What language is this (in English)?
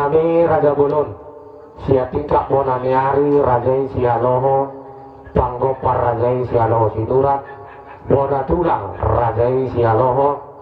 Batak Toba